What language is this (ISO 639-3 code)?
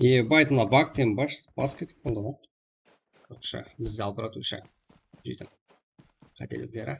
kaa